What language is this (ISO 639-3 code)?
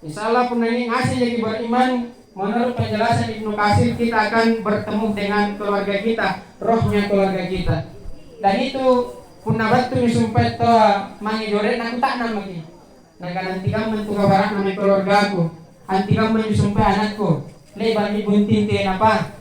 mak